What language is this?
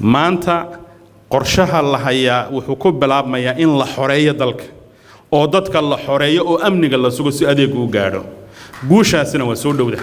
Somali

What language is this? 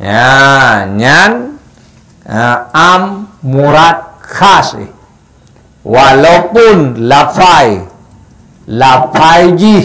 Achinese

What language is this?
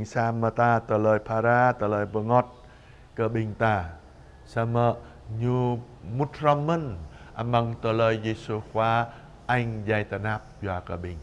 Jarai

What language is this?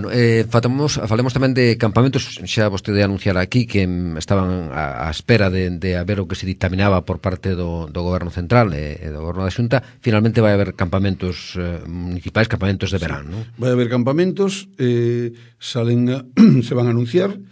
Galician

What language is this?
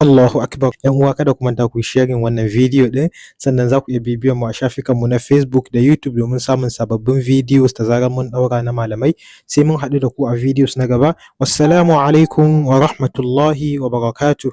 Hausa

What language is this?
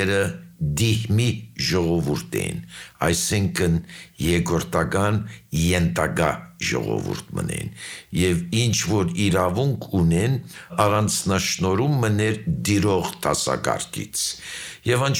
Armenian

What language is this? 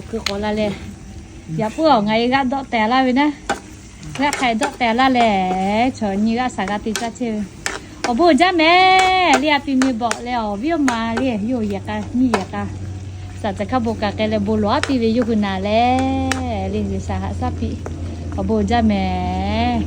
Lahu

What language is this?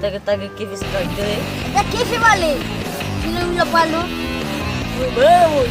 Nias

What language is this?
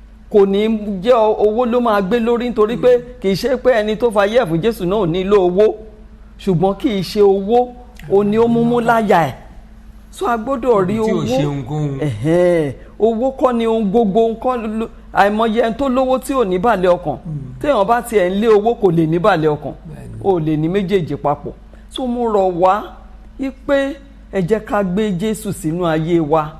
Yoruba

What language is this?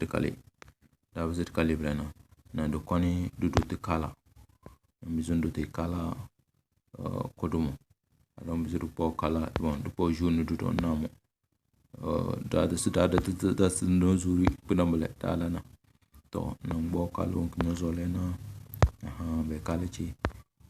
Tem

